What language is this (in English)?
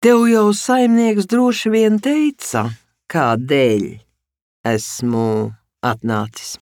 Latvian